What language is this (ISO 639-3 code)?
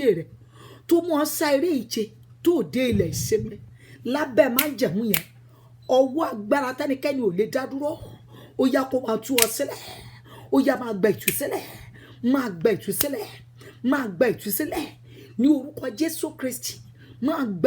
yor